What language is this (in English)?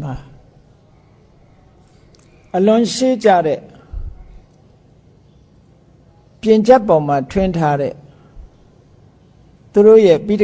Burmese